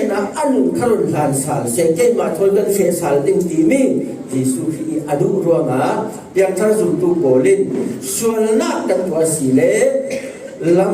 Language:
Falam Chin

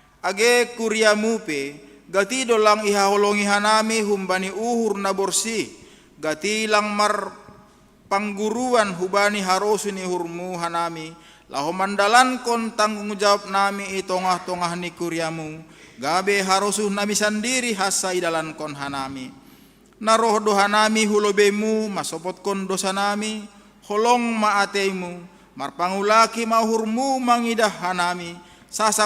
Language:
Batak Simalungun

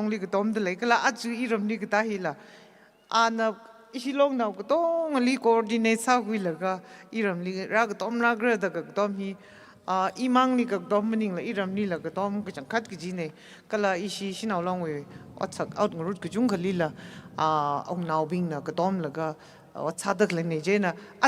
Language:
Tangkhul Naga (India)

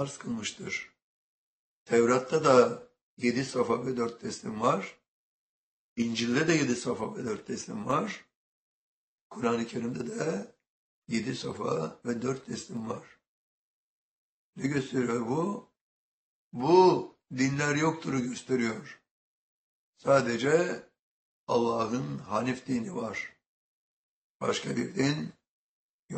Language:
Turkish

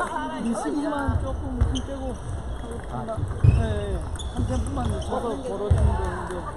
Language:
Korean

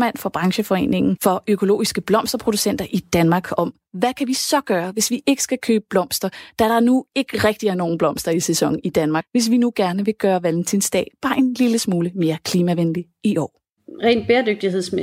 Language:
Danish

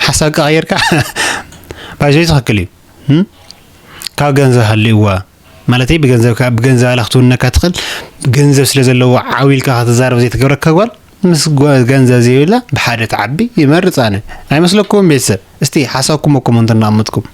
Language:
Tigrinya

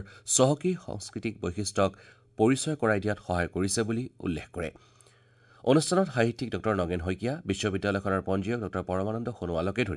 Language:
Assamese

